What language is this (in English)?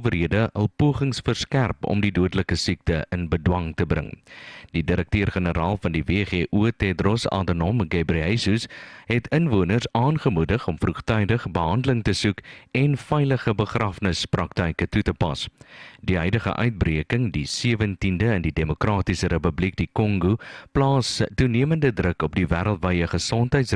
Afrikaans